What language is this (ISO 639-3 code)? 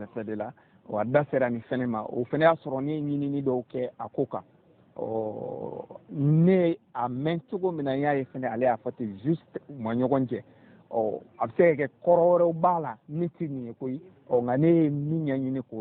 bam